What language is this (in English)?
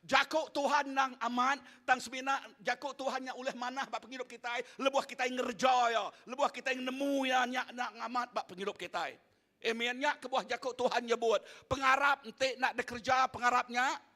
Iban